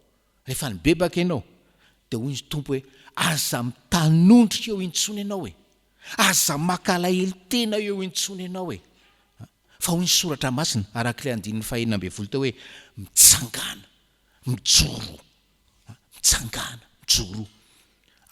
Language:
Malagasy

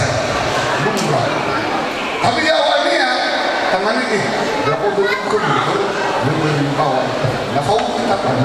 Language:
Nias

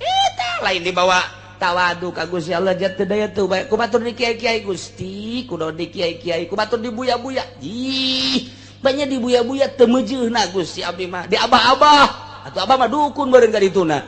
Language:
Sundanese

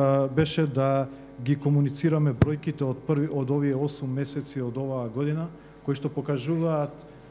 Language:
Macedonian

